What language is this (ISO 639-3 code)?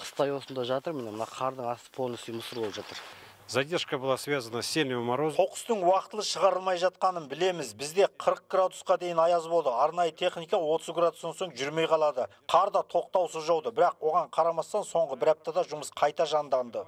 kaz